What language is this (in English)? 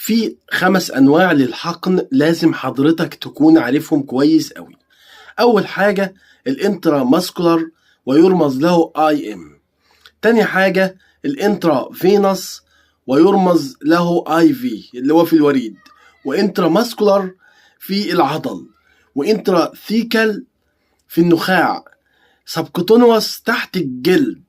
Egyptian Arabic